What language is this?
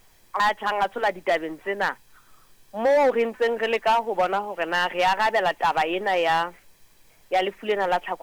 Southern Sotho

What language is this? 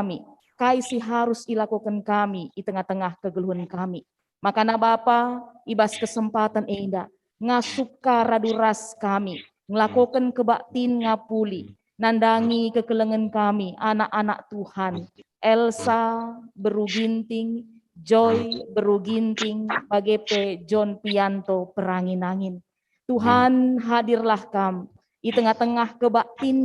Batak Karo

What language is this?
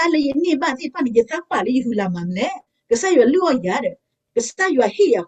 S'gaw Karen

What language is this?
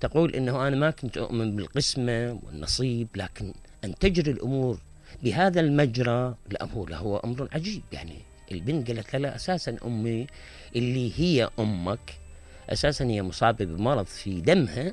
Mesopotamian Arabic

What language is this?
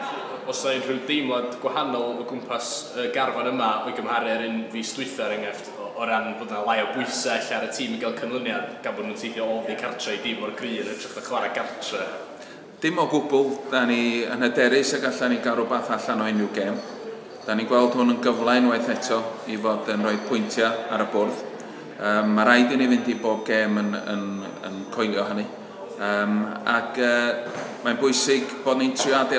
Welsh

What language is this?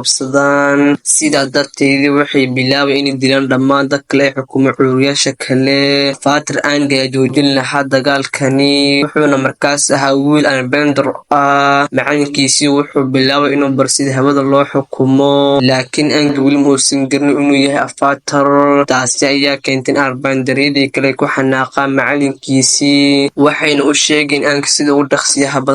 Somali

